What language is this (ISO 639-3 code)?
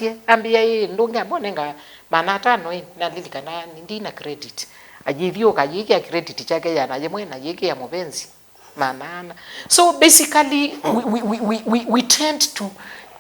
kam